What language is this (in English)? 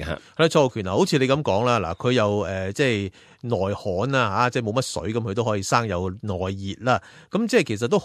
Cantonese